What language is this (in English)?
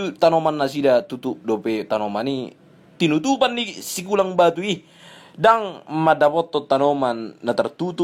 Batak Toba